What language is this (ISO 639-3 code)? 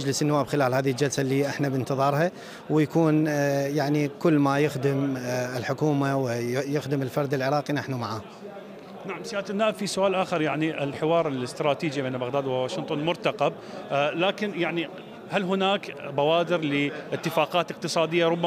acm